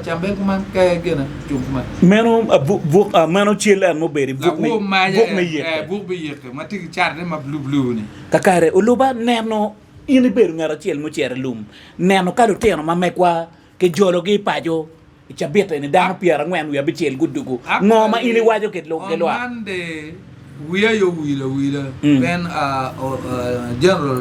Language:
Acoli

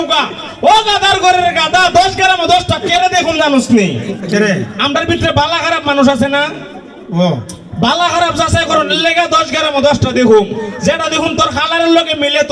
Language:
Sylheti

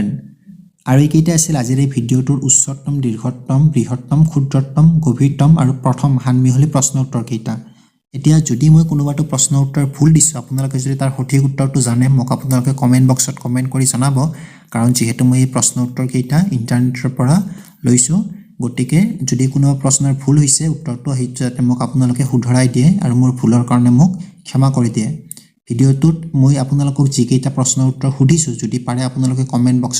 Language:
Assamese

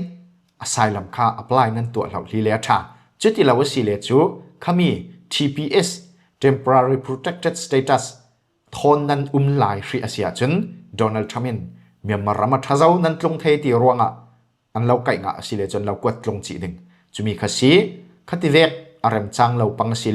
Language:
Falam Chin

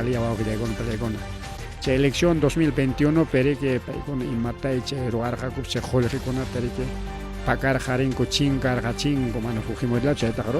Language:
Ayacucho Quechua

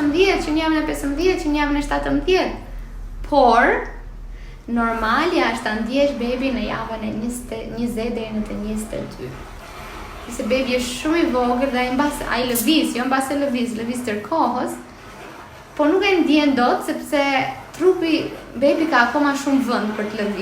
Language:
Albanian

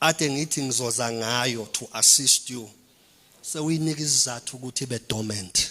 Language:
Zulu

